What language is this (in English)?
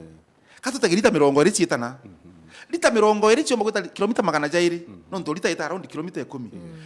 Meru